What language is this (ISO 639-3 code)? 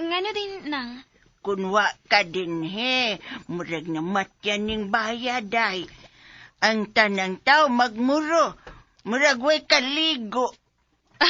ceb